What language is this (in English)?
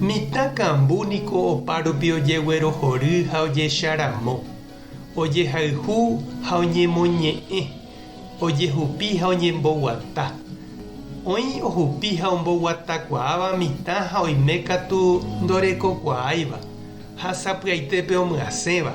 Guarani